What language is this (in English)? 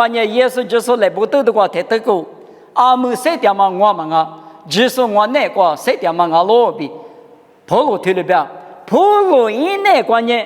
Lisu